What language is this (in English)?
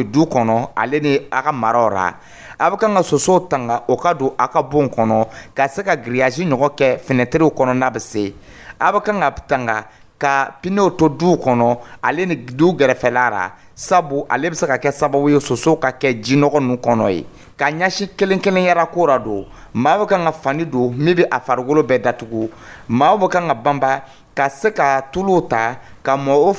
Dyula